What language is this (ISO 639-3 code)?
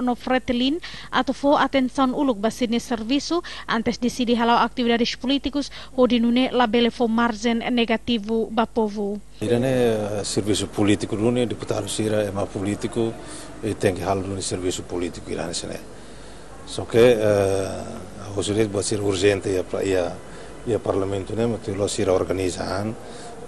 tet